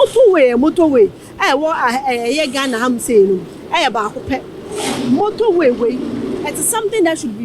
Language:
Akan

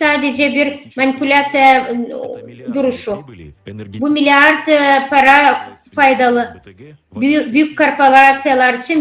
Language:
Gagauz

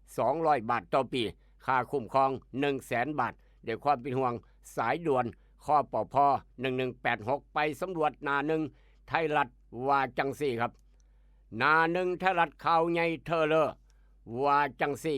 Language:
Northeastern Thai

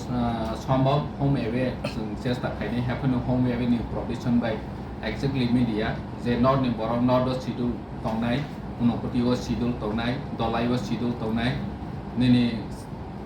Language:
Kok Borok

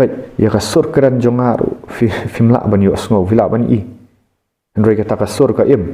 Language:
Khasi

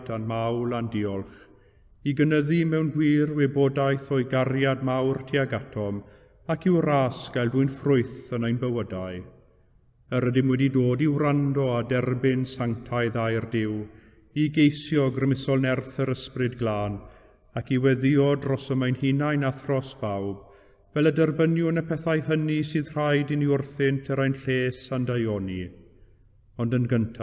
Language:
Welsh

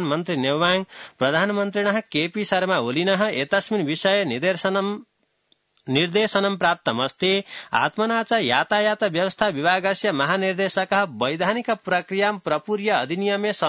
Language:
Sanskrit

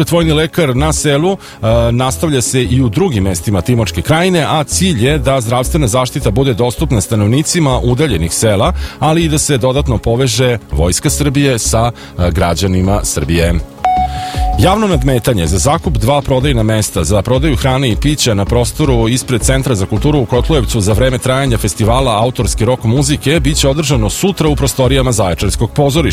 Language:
Serbian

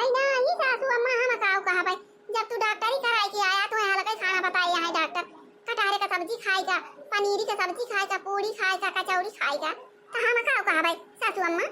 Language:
Awadhi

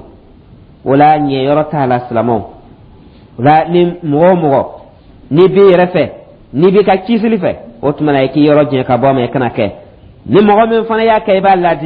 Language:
Dyula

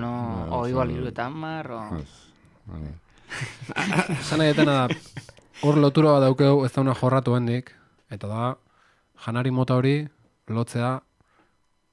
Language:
Basque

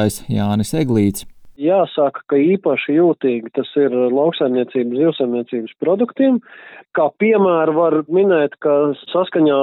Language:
Latvian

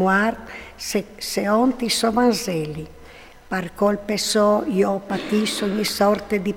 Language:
Friulian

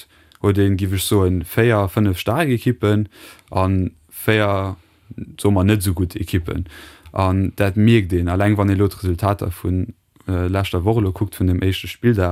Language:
Luxembourgish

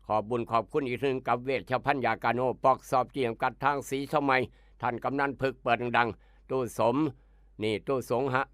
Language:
Northeastern Thai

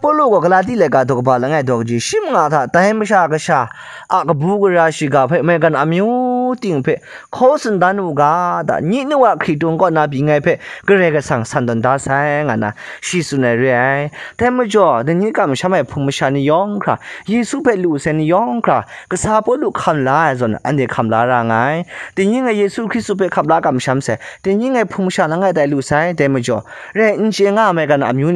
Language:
Kachin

